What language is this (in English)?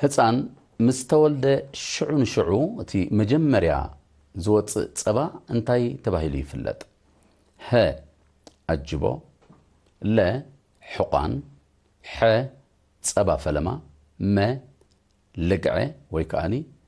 Tigrinya